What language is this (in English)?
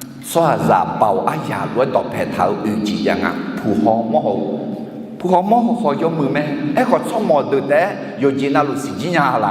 Akha